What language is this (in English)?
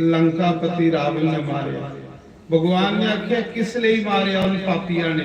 Dogri